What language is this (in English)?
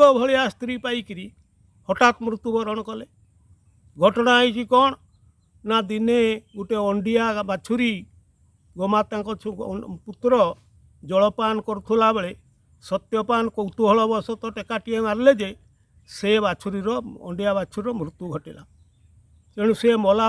Odia